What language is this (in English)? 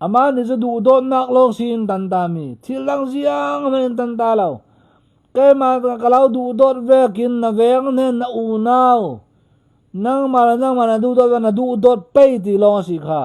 Falam Chin